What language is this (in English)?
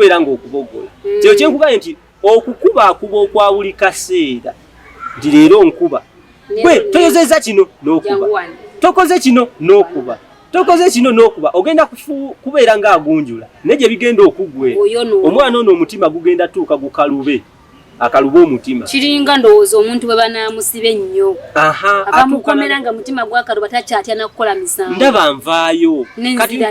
Ganda